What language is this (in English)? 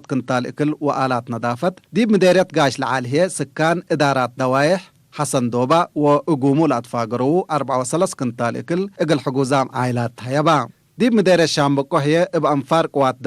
Tigre